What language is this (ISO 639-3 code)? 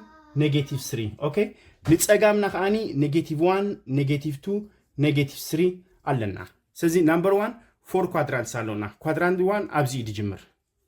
tir